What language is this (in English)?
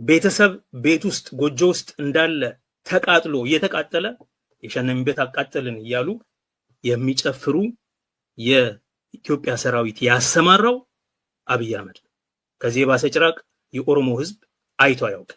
Amharic